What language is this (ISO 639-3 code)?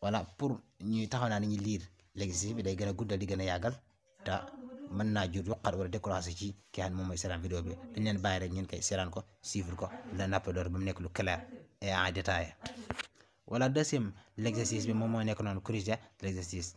wol